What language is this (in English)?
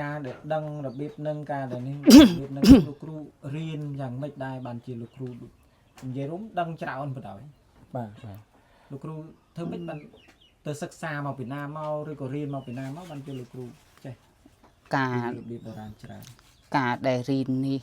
Khmer